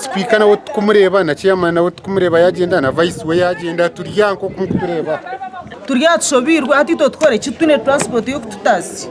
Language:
Nyankole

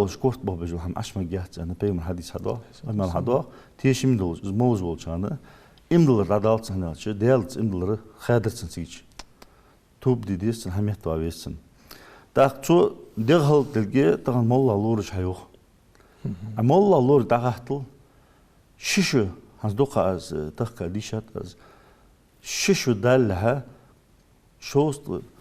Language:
Ingush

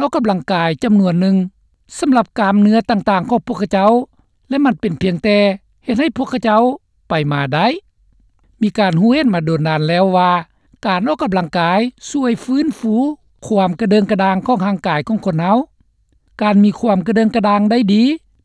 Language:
Lao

